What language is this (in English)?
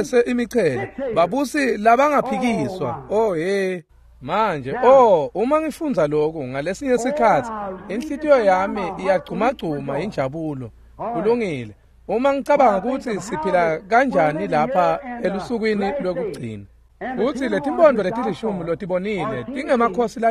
Swati